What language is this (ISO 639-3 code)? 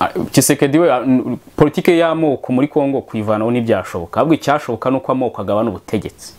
kin